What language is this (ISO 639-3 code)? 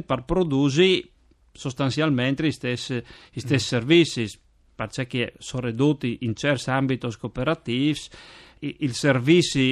fur